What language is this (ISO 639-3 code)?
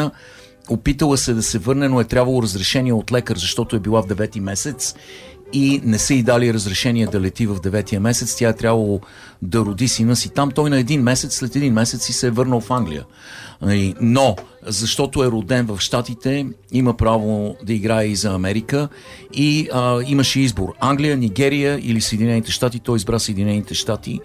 bul